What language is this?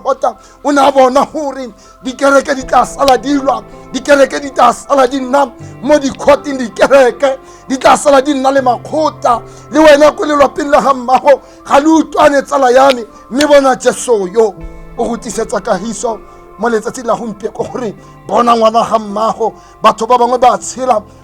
Tswana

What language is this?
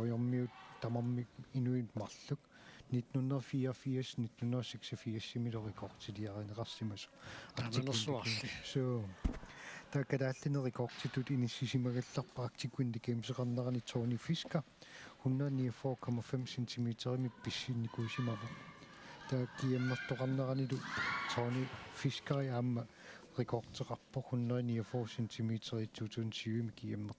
Kalaallisut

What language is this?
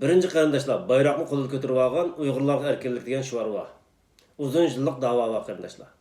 Uyghur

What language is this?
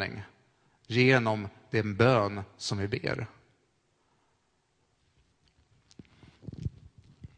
Swedish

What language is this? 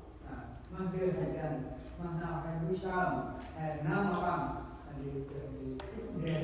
Central Mnong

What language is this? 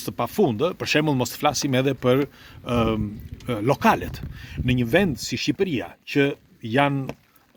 Albanian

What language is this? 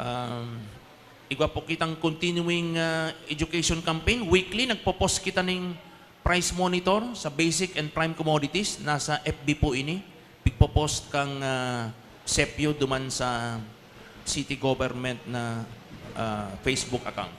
Bikol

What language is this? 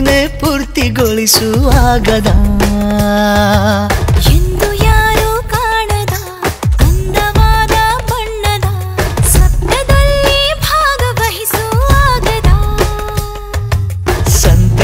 Kannada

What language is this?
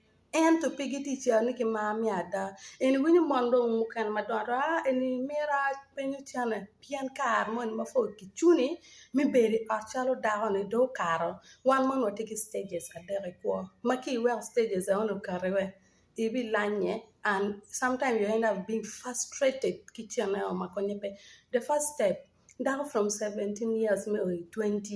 Acoli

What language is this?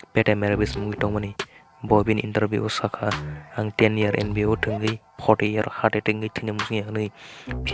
Kok Borok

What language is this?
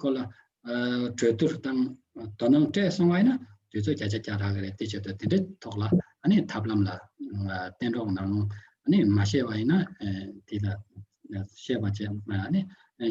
Tibetan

